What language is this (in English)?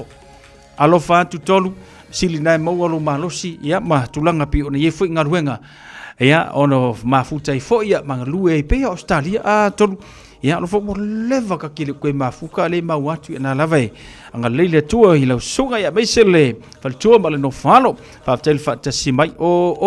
Samoan